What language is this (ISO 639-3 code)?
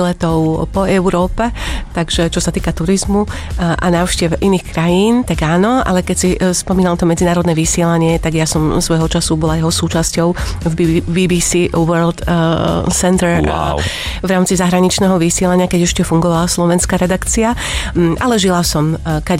slk